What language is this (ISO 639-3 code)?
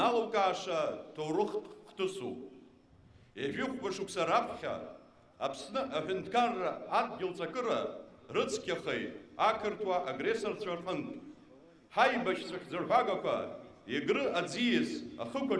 abk